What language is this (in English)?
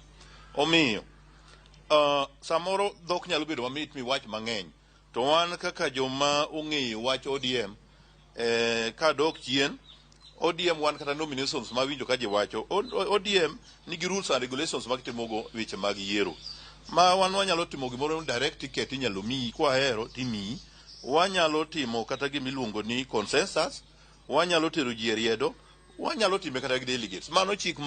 Luo (Kenya and Tanzania)